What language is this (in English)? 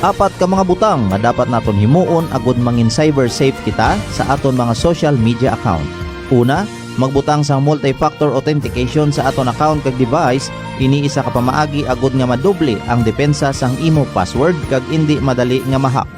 Hiligaynon